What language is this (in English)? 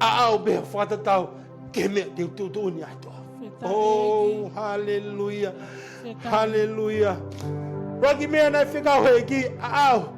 Tongan